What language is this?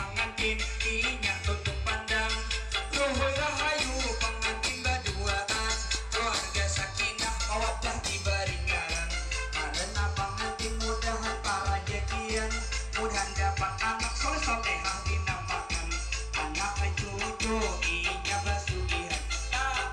Banjar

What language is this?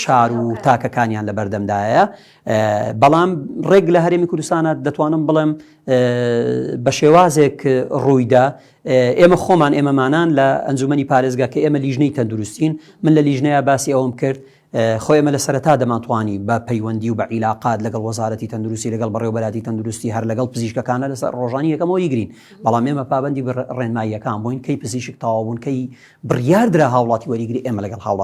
Central Kurdish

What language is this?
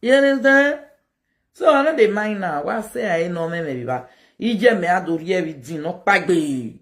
Nigerian Pidgin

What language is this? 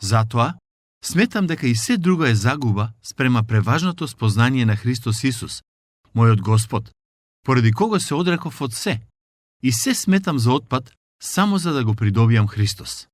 Macedonian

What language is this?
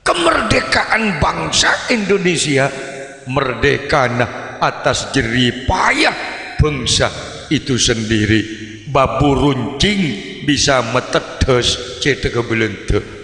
Madurese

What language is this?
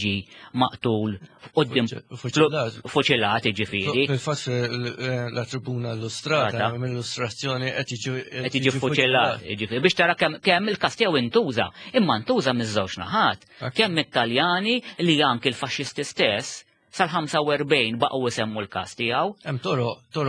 Maltese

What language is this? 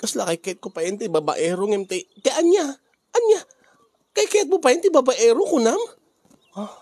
Iloko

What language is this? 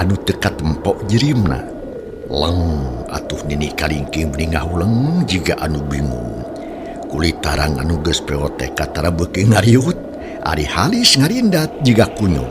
Sundanese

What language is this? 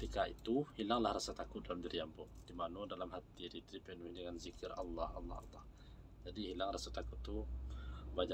Minangkabau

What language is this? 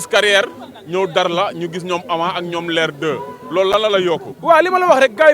Wolof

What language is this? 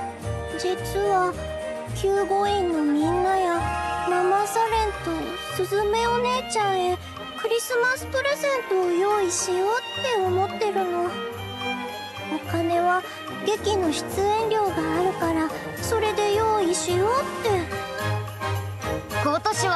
Japanese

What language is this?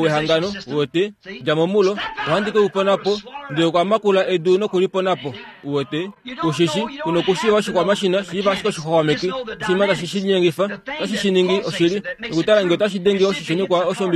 Kuanyama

